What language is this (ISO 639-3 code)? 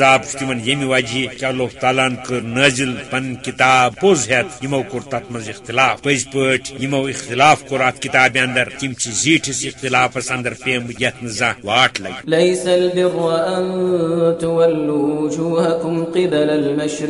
kas